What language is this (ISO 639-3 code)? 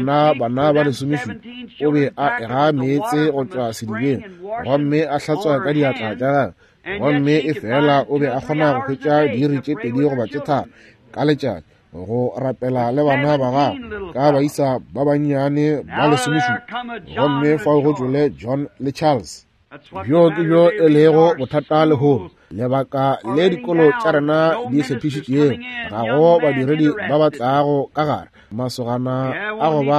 nso